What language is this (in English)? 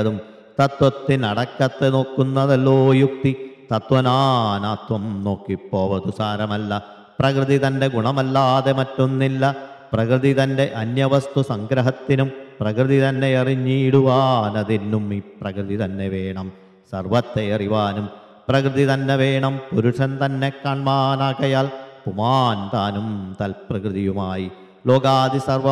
Malayalam